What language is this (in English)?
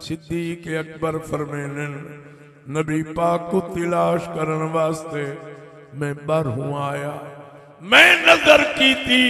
Saraiki